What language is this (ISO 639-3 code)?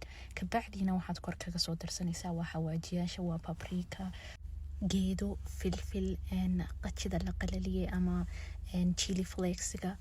som